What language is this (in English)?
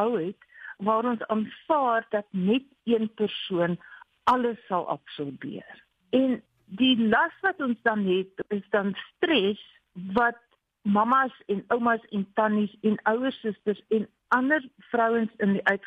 Afrikaans